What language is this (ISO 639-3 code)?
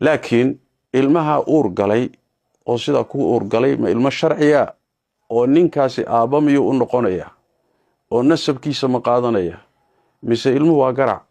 som